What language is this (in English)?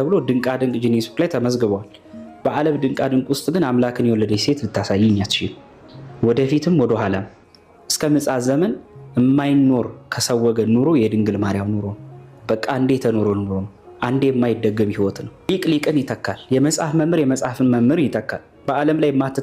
Amharic